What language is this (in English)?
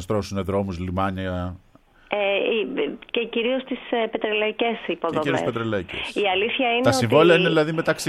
Greek